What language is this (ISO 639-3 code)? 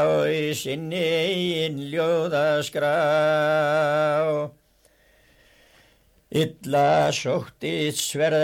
isl